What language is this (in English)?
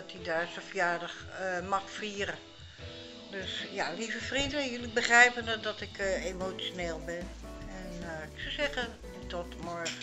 Dutch